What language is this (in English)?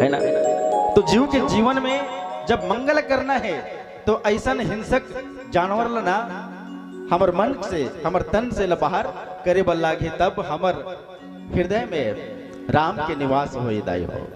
Chhattisgarhi